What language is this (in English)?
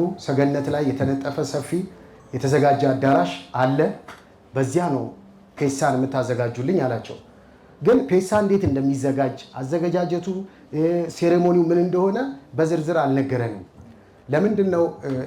Amharic